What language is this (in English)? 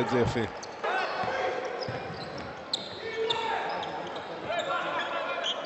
Hebrew